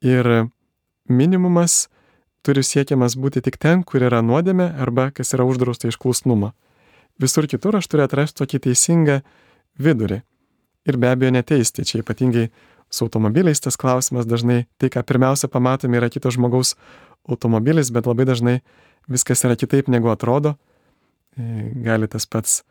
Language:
Lithuanian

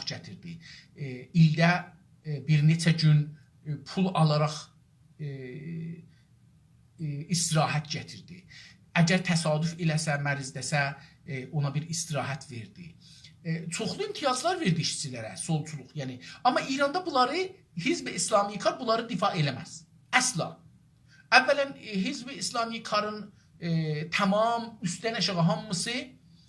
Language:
South Azerbaijani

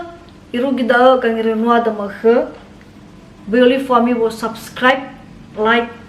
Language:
Nias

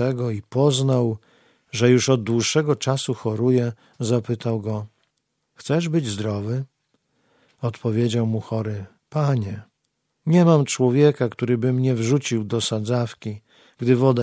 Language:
Polish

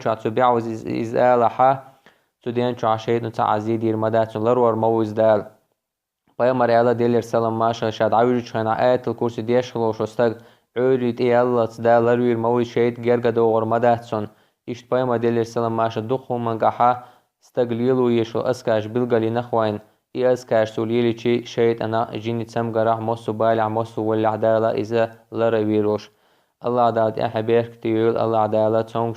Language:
Chechen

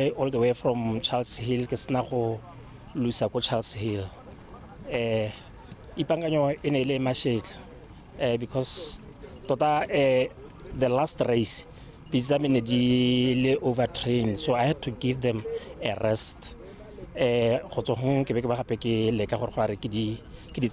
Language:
Tswana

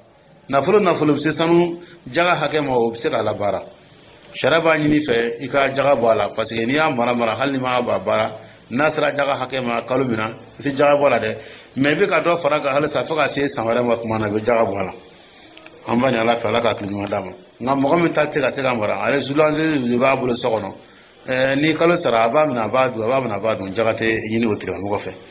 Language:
Dyula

